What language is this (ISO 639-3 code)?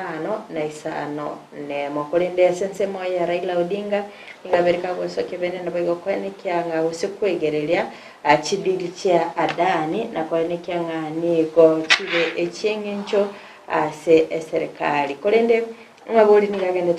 guz